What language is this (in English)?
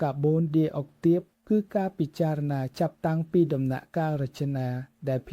Khmer